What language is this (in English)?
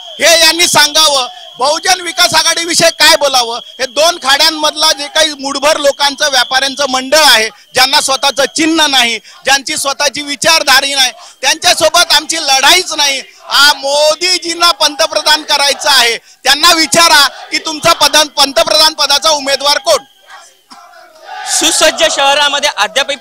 Marathi